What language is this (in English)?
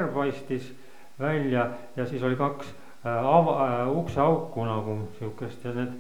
Estonian